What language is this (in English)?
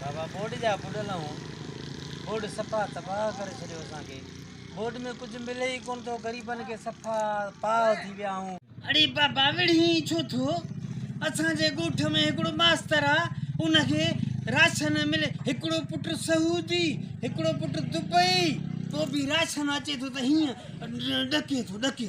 Sindhi